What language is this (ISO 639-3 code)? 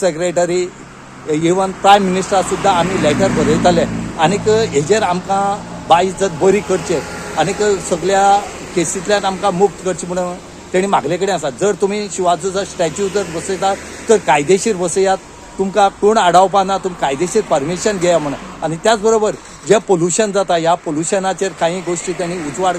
kok